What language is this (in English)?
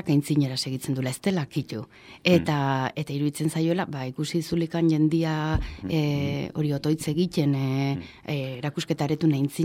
Basque